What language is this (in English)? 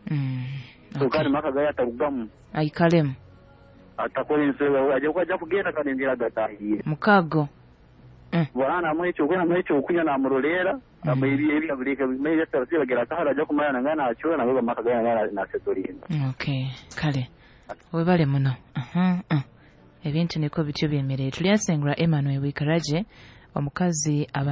Nyoro